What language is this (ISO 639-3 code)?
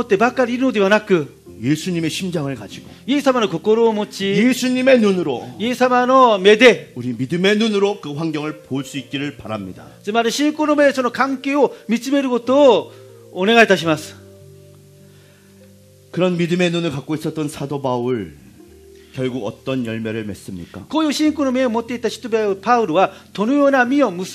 kor